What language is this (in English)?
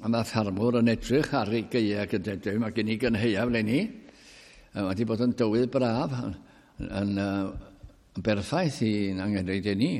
Welsh